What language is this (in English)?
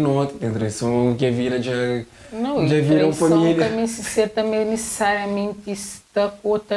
Kabuverdianu